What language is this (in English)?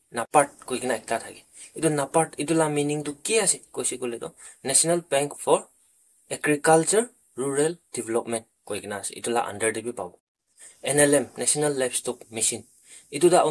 Naga Pidgin